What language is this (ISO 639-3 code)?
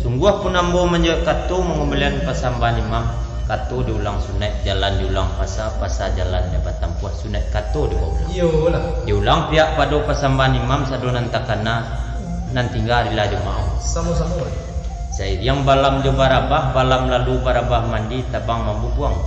min